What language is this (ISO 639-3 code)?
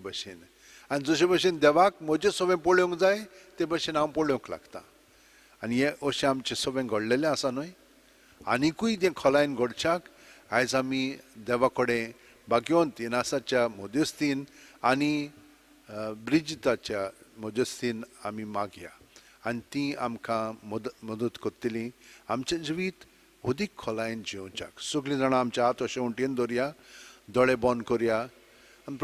kok